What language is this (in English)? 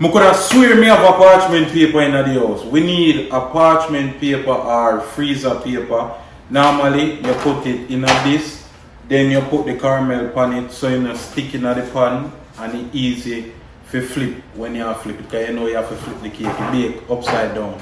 Jamaican Creole English